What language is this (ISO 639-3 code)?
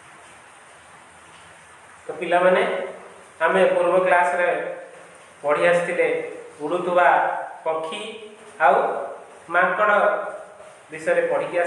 ori